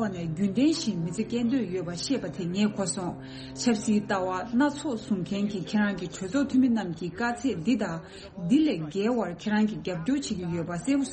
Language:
Tibetan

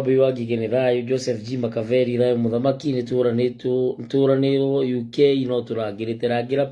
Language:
Kikuyu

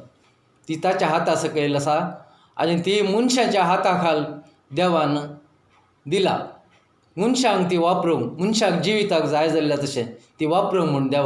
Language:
Konkani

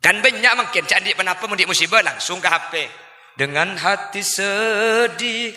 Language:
Madurese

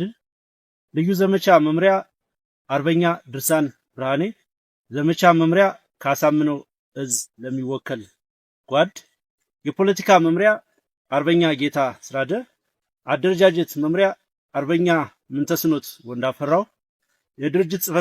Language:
Amharic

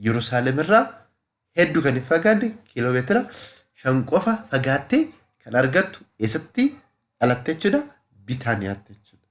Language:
Oromo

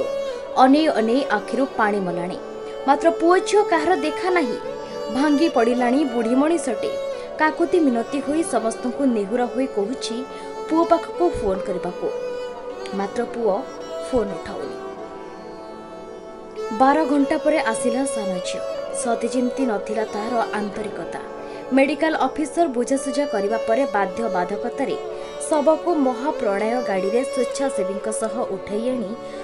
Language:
Odia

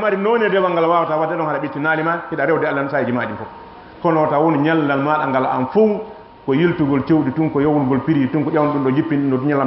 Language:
Fula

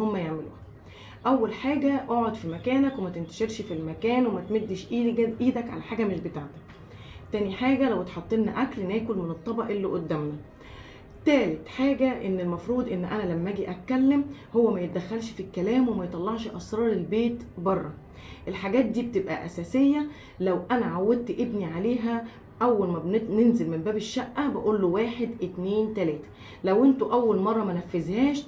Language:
Egyptian Arabic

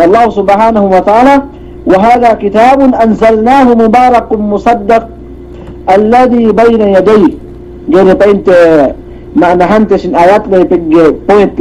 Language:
Yakan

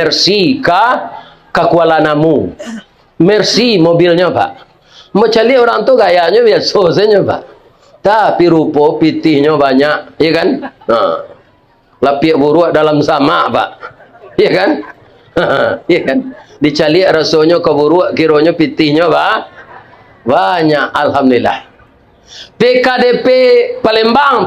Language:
Minangkabau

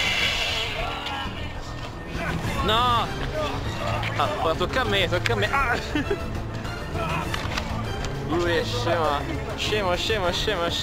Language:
Italian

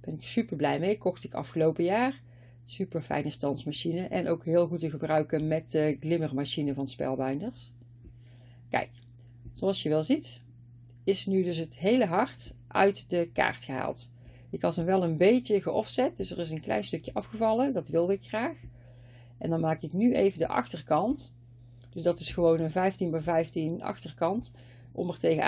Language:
Dutch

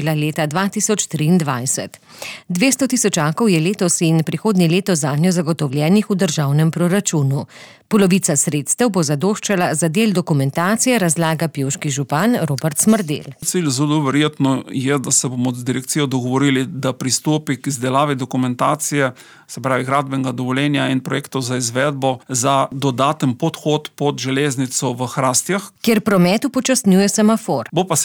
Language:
Slovenian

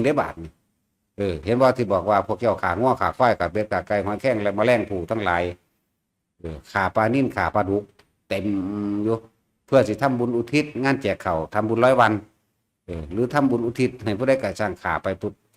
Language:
Northeastern Thai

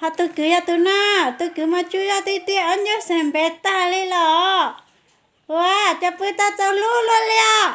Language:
Hmong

